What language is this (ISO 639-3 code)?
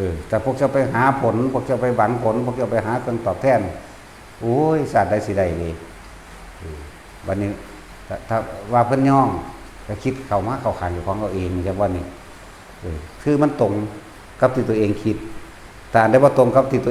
tts